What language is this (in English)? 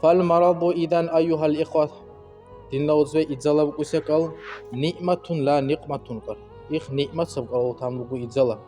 Dargwa